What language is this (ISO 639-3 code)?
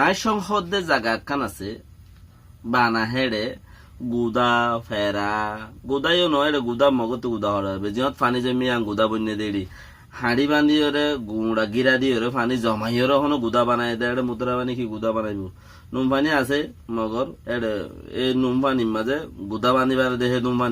rhg